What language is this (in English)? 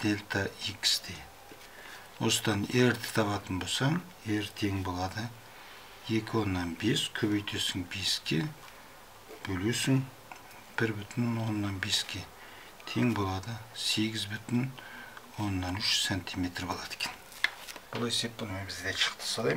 Kazakh